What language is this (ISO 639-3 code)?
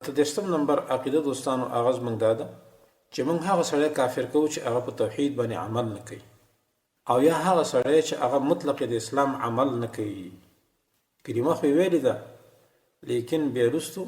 pus